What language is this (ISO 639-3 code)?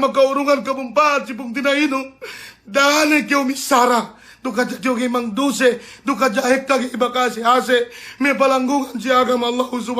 yka